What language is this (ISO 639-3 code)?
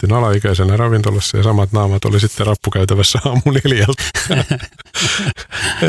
fin